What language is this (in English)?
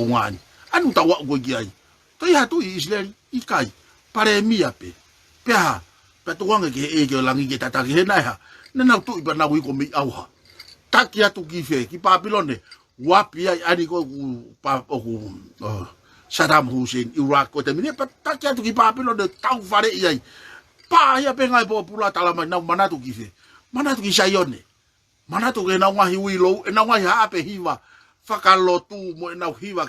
Tongan